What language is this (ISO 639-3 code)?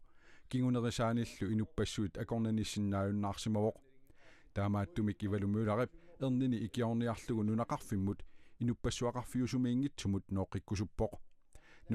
kal